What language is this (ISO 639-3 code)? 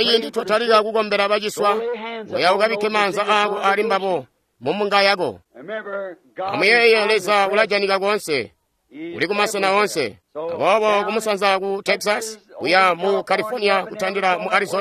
toi